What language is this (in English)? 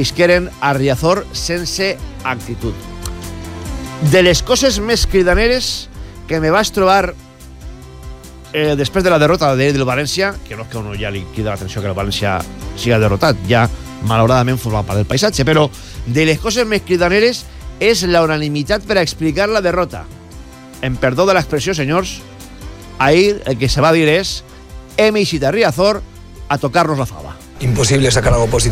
Catalan